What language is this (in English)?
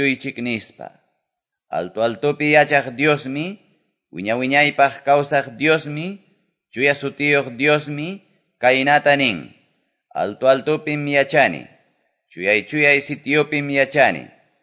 Quechua